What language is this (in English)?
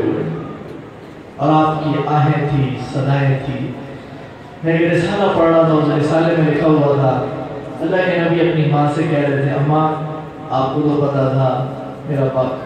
Urdu